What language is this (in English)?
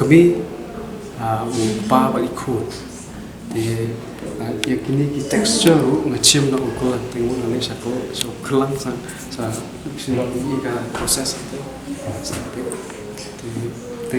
Khasi